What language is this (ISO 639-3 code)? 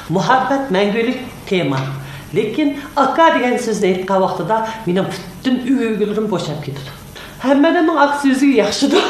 uig